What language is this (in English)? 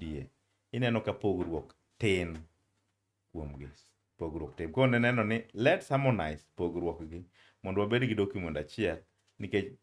Luo (Kenya and Tanzania)